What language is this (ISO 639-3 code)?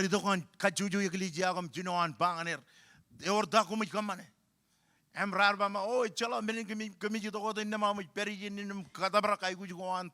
mah